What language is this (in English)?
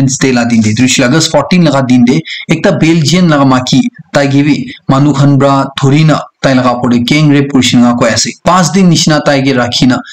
Naga Pidgin